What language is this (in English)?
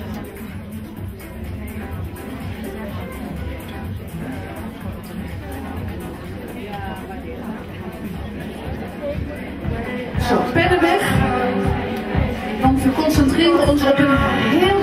Dutch